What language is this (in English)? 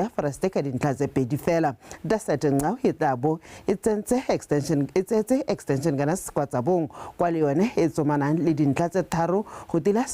Tswana